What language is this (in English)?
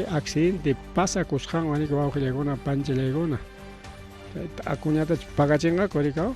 Ayacucho Quechua